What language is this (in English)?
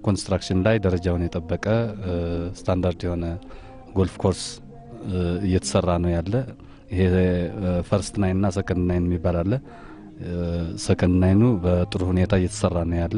Amharic